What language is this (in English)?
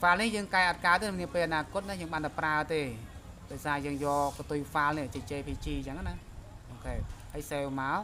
Khmer